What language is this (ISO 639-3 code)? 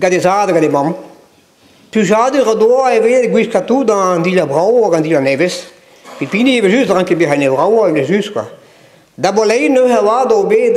bre